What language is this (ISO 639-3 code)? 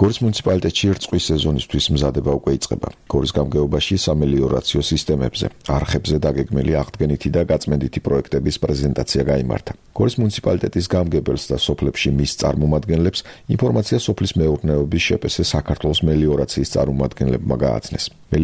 kat